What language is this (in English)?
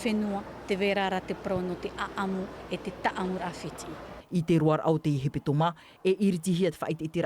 Tahitian